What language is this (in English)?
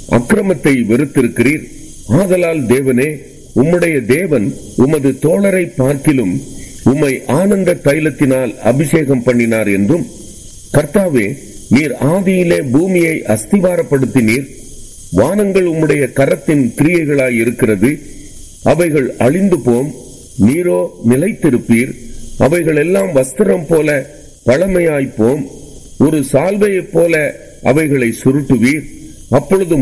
Tamil